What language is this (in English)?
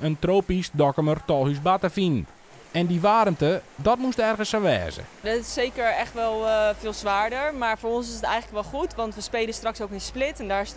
Western Frisian